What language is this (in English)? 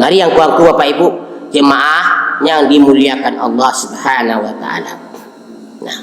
Minangkabau